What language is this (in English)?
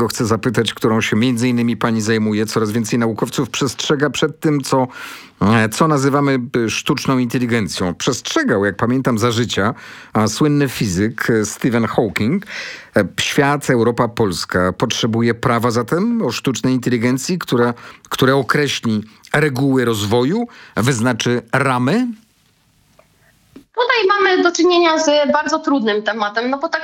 Polish